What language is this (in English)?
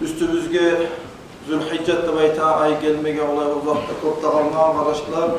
Kumyk